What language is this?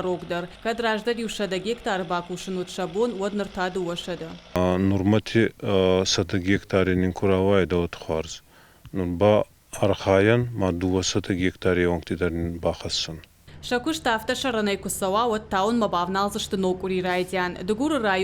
Ossetic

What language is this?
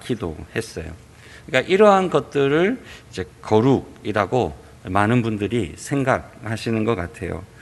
Korean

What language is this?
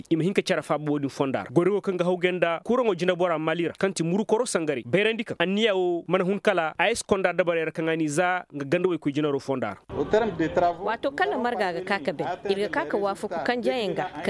Koyraboro Senni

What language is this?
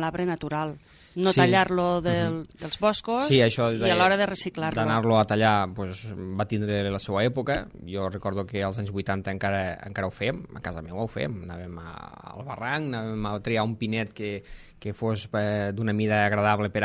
Catalan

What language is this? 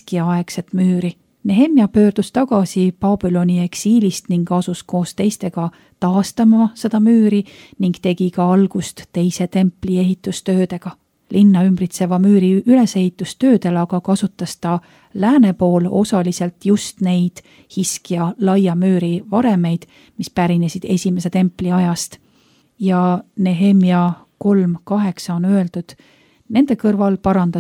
Estonian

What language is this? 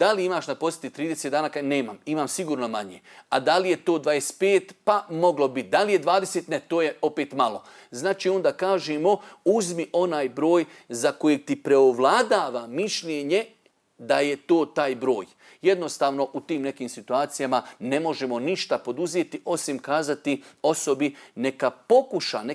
Bosnian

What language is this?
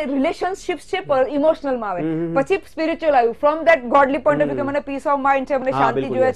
Gujarati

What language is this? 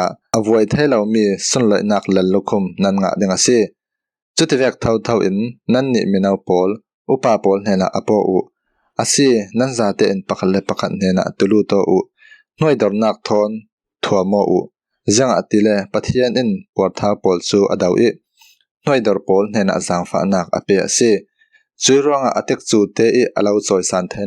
Falam Chin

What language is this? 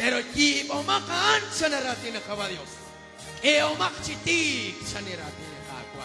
Kekchí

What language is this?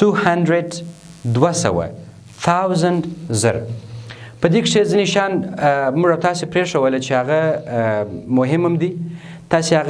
Pashto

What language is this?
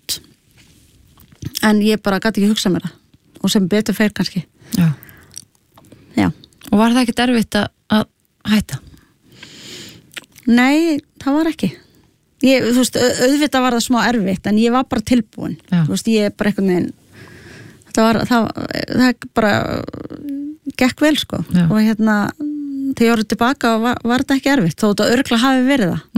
Icelandic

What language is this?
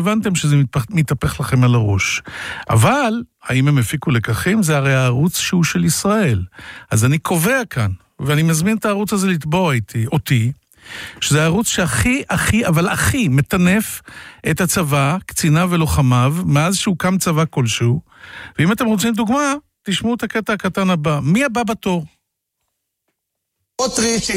Hebrew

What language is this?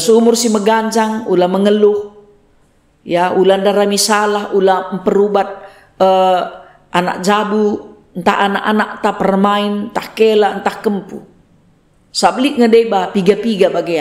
Batak Karo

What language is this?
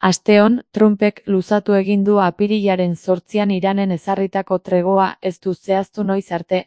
Basque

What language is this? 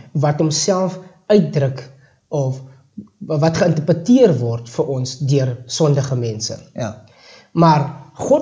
Afrikaans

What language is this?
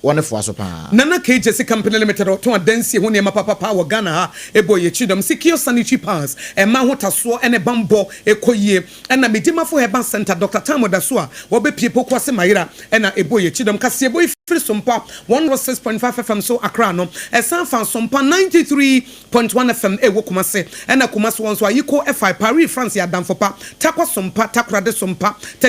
Akan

